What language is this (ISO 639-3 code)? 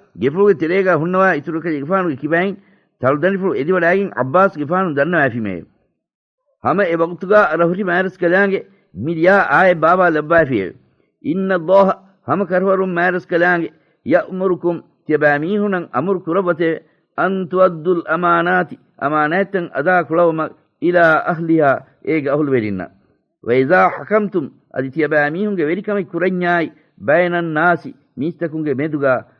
div